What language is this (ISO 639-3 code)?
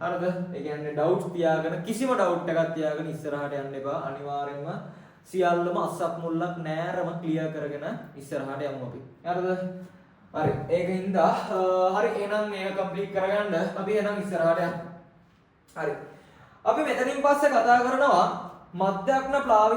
sin